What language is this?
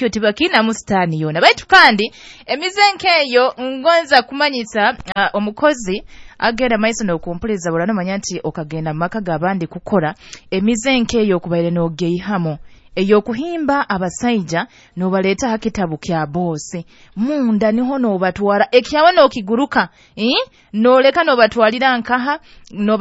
Nyoro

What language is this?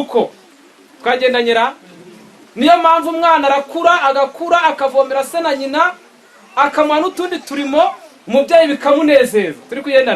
Kinyarwanda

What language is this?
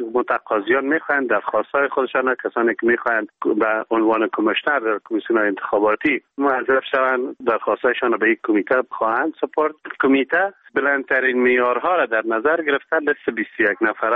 Persian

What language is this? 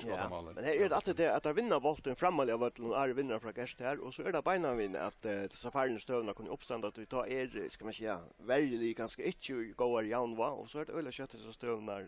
Faroese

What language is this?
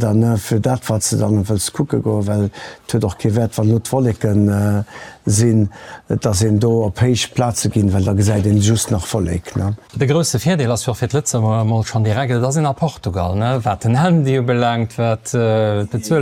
Luxembourgish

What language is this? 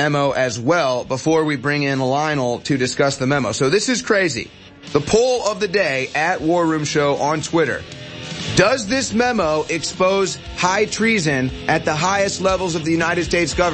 English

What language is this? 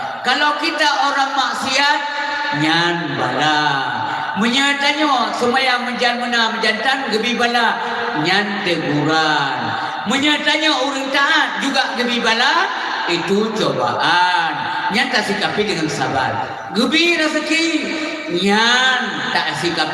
Achinese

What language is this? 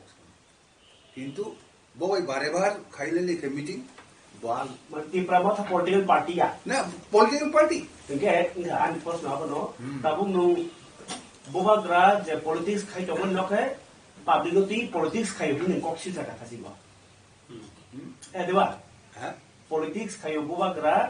Kok Borok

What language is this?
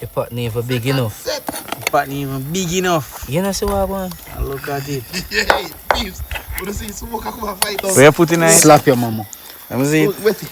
Jamaican Creole English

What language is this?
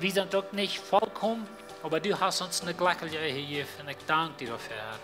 Plautdietsch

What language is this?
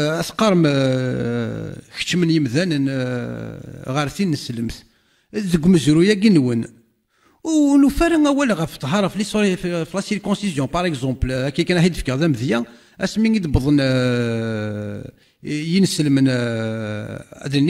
Kabyle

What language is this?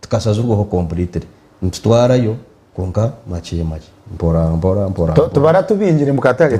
Nyankole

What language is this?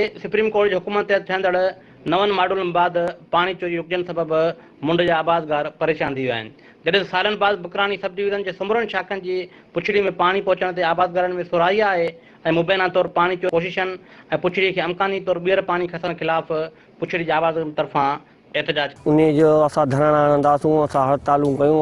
Sindhi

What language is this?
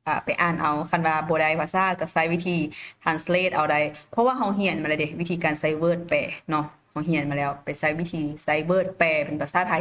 Lao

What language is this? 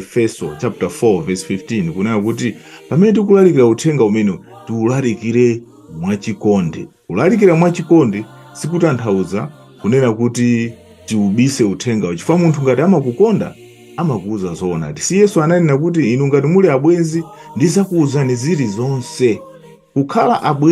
Nyanja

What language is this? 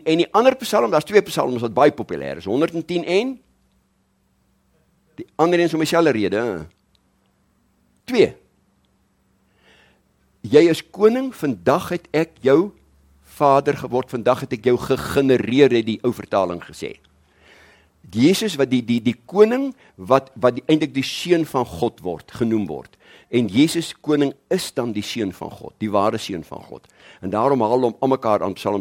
Afrikaans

